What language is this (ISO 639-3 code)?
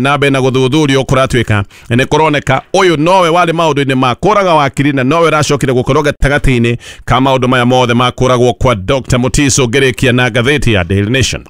kik